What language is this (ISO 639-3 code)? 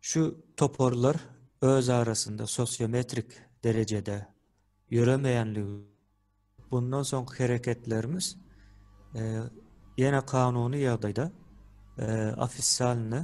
tuk